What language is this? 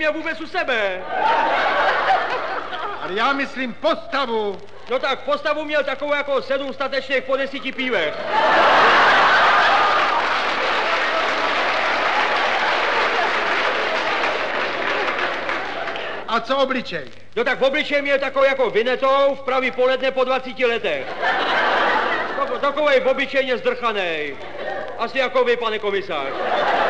Czech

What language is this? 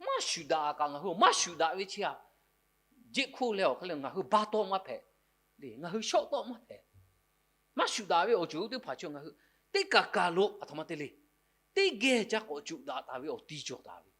Lahu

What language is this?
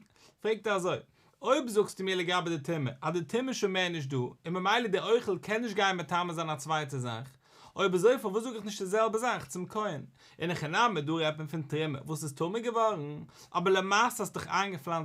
Yiddish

